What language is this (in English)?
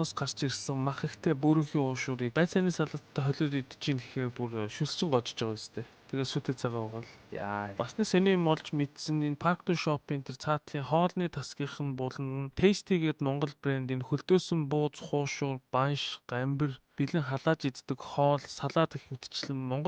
Mongolian